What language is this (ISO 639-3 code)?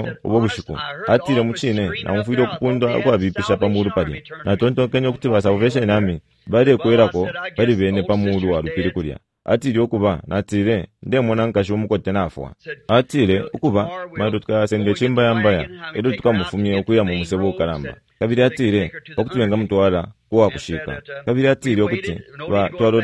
bem